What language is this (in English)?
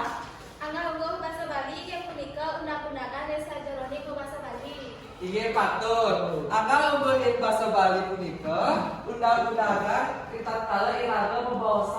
Balinese